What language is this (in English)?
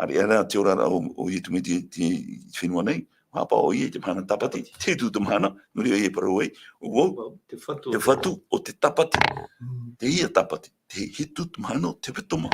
Tahitian